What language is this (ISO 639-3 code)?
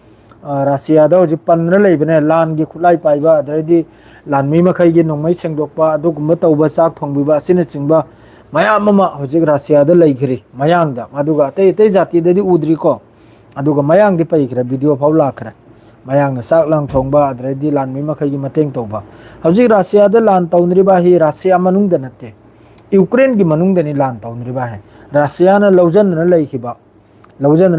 mni